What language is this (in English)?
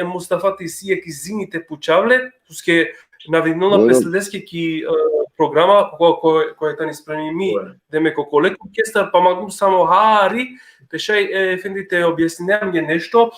Balkan Romani